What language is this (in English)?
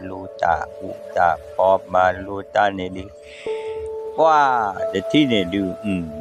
S'gaw Karen